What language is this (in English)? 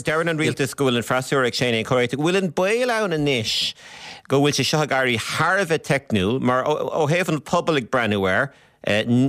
Irish